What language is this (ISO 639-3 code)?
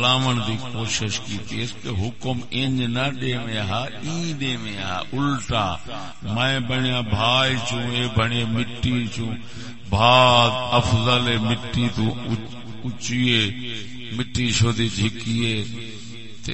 skr